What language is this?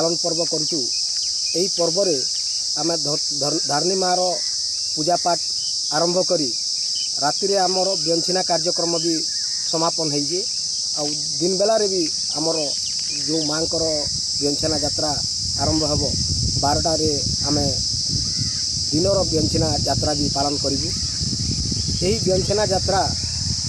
Odia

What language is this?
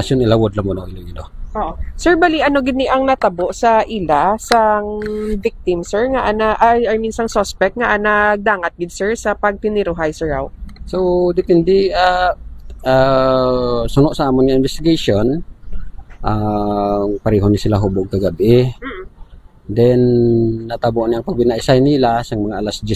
Hiligaynon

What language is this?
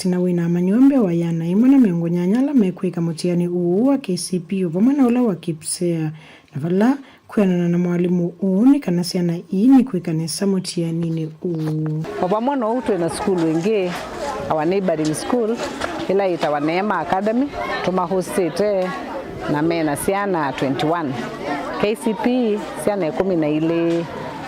Kamba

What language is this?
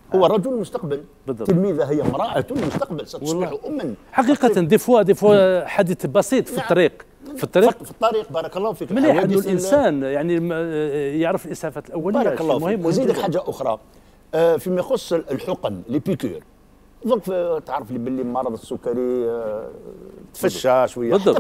Algerian Arabic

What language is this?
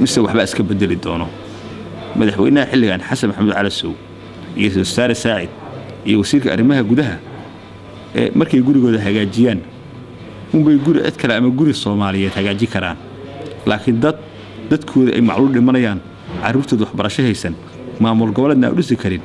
Somali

